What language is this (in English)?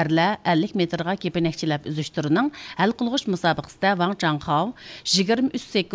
Uyghur